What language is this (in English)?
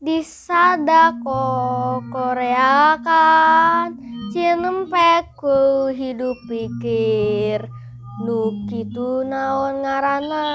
Sundanese